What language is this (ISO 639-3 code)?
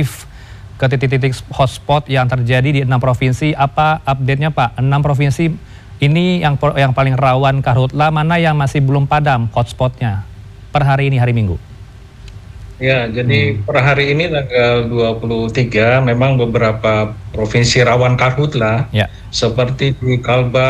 ind